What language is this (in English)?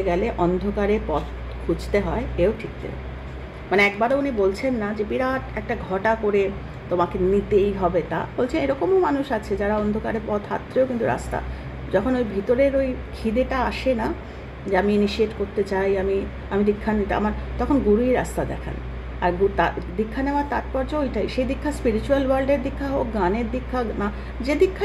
Bangla